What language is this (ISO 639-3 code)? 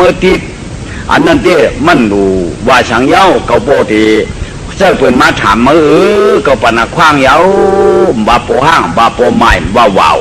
shn